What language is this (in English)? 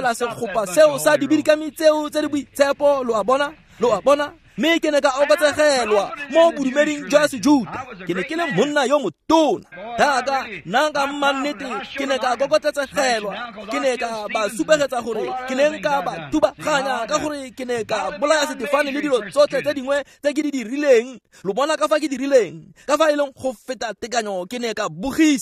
Tswana